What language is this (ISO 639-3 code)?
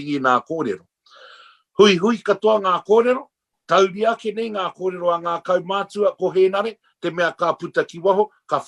mri